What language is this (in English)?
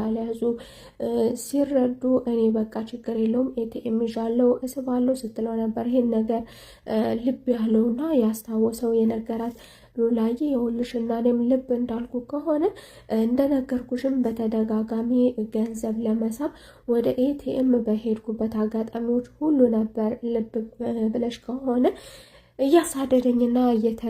Amharic